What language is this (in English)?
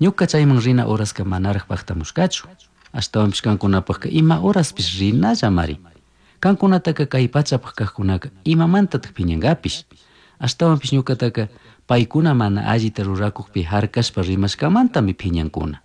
Chimborazo Highland Quichua